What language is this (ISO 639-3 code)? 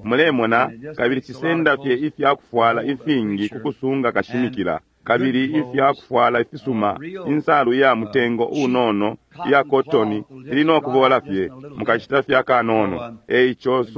bem